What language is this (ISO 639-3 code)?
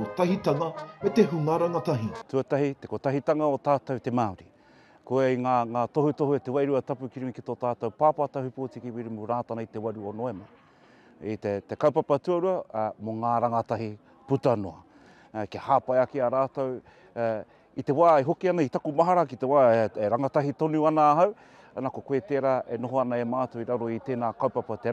mri